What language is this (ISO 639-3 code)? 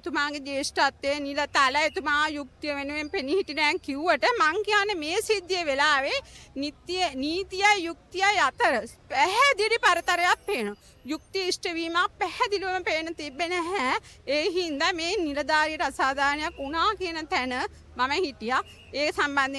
sin